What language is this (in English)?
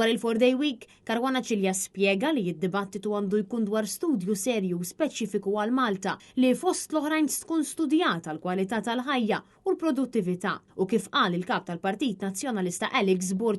Maltese